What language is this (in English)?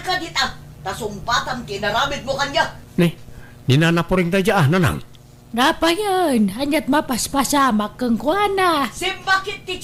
Iloko